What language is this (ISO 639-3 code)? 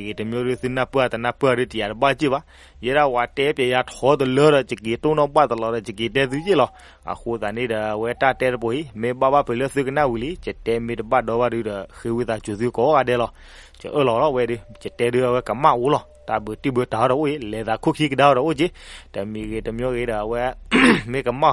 ksw